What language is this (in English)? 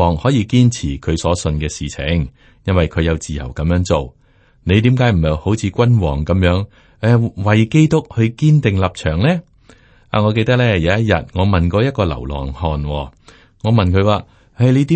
Cantonese